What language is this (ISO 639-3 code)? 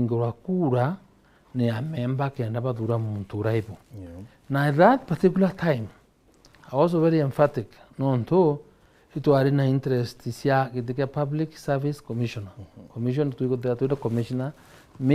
mer